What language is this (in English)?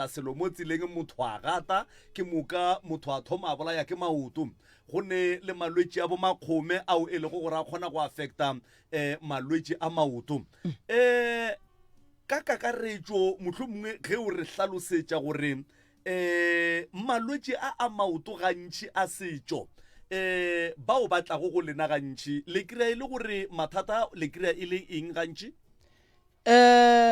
Northern Sotho